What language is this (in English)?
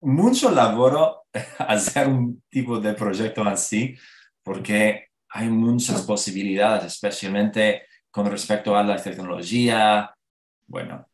Ladino